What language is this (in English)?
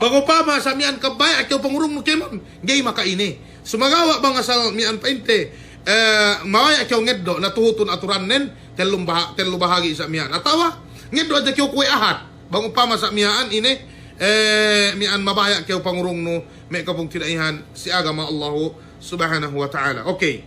Yakan